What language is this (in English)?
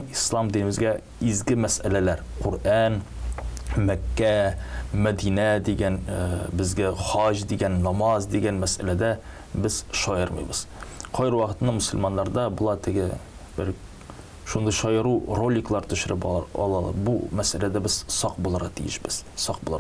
Tatar